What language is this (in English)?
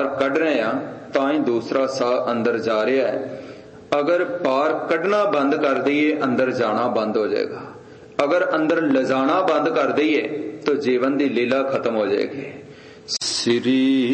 Punjabi